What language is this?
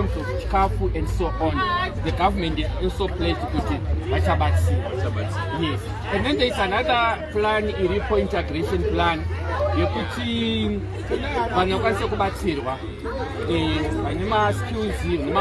Shona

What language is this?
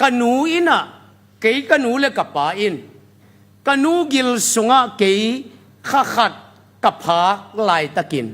Tedim Chin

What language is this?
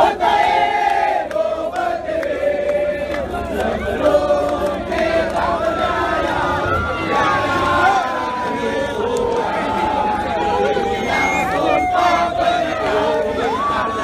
Malay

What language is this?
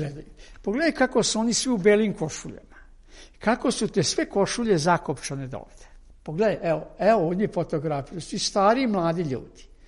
Serbian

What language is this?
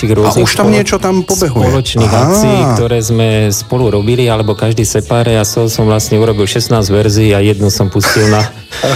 Slovak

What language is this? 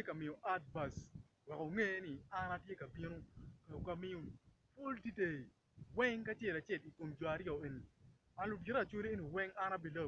Acoli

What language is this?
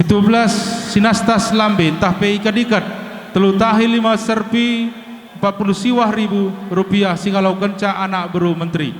Batak Karo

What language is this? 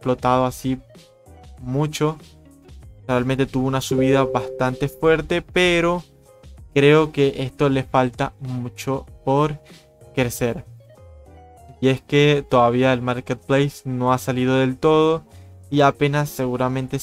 Spanish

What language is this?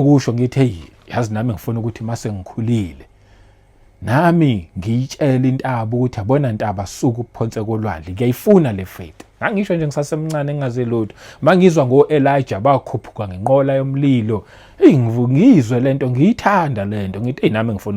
Zulu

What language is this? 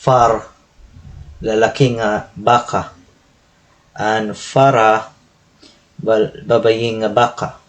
Waray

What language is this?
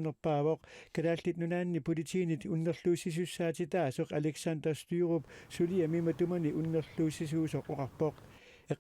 Kalaallisut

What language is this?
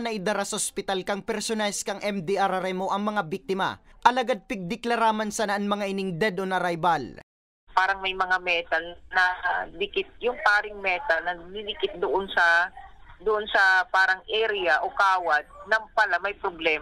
Bikol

